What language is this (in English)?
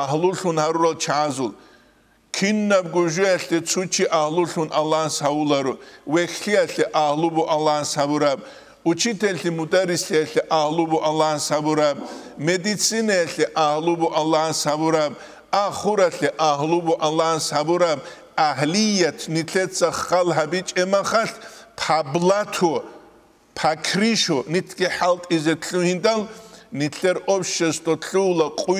Avaric